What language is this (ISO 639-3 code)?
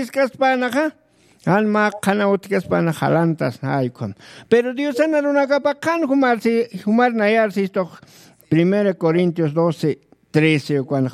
aym